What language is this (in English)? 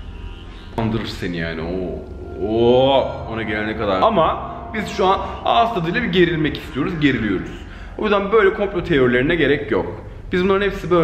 Turkish